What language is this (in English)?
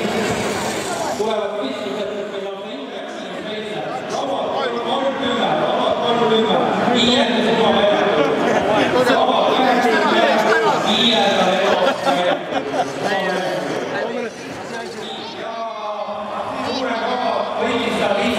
Estonian